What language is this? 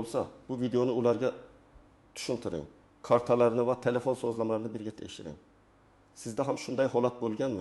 Uzbek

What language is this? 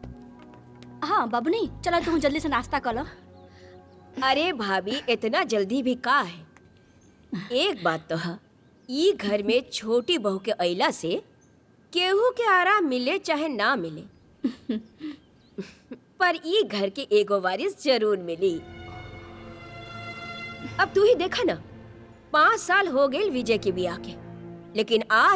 Bhojpuri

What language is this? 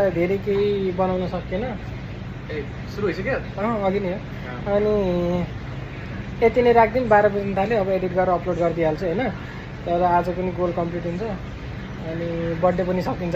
Nepali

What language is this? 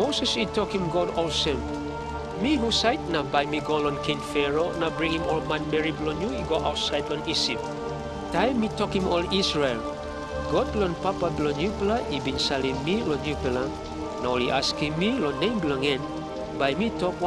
Tok Pisin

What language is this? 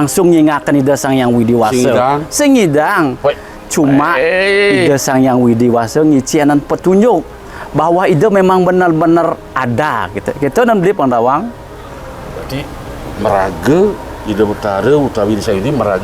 Balinese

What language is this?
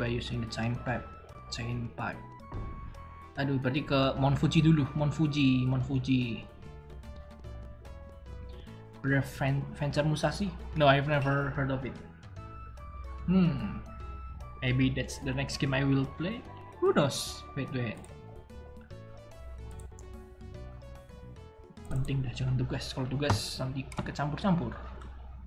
Indonesian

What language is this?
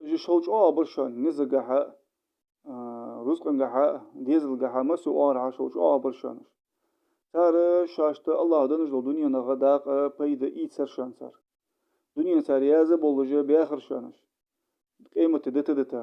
Ingush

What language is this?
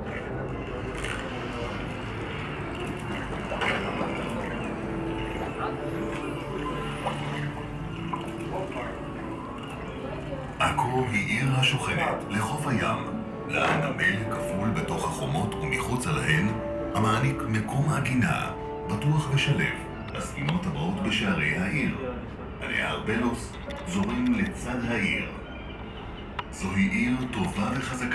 Hebrew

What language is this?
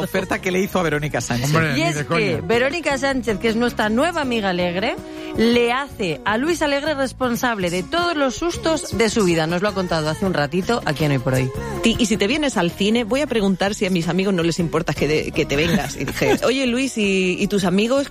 Spanish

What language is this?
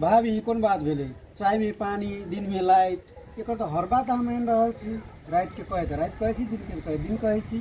Maithili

